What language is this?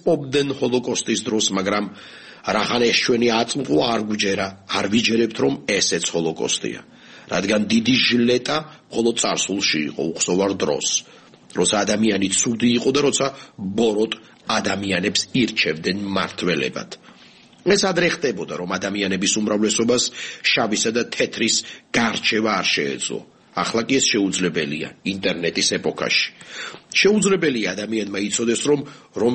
Georgian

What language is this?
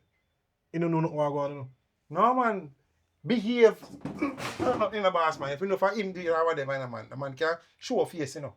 Jamaican Creole English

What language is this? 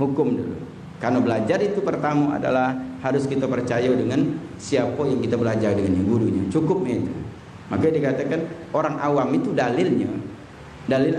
Musi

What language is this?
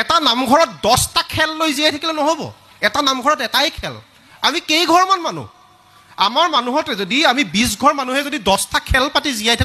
Assamese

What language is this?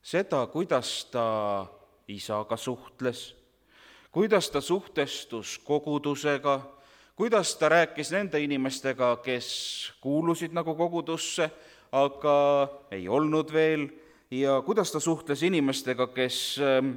Estonian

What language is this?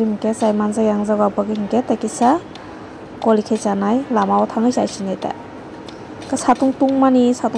Kok Borok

